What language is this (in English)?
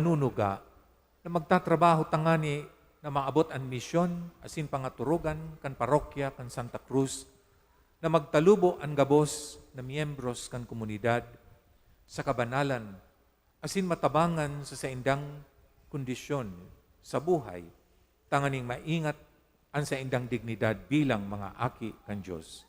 Bikol